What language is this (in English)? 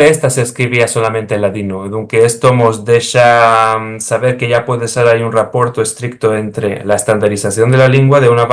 Ladino